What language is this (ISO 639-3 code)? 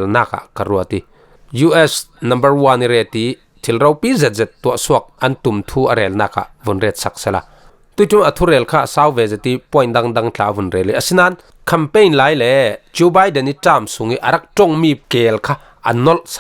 cfm